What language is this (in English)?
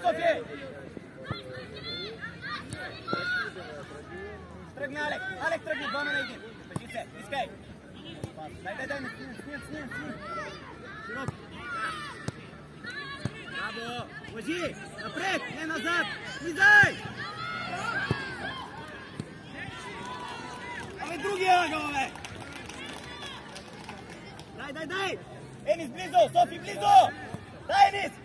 Bulgarian